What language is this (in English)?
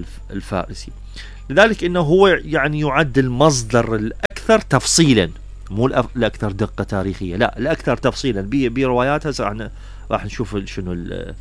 Mesopotamian Arabic